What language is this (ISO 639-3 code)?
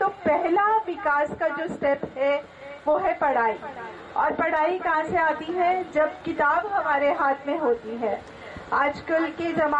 hin